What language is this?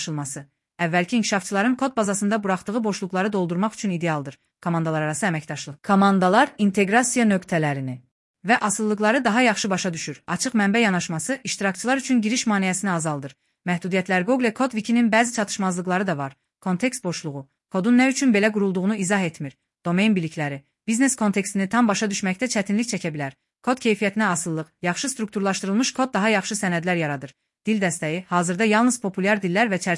Azerbaijani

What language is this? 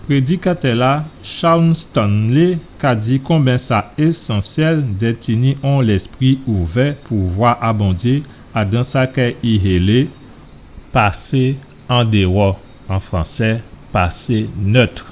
Guadeloupean Creole French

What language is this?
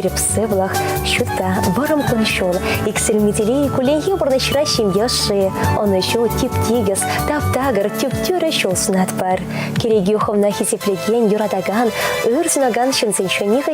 Chuvash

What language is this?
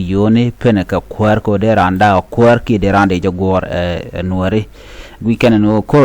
Nuer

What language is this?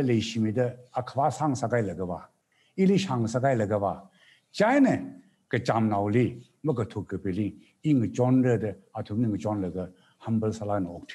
Tangkhul Naga (India)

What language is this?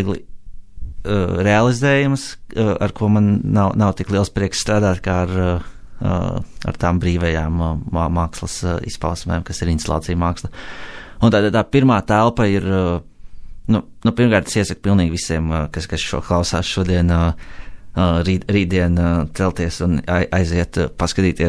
Latvian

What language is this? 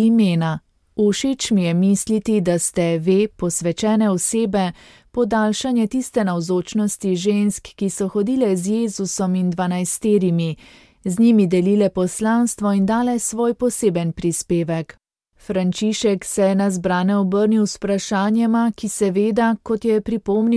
Slovenian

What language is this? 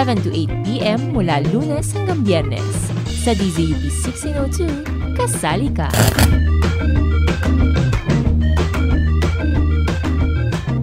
Filipino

